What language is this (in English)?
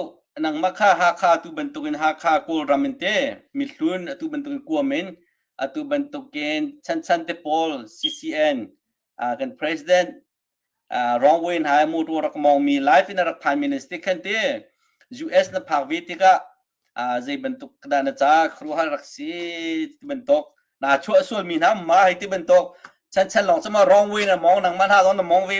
Hakha Chin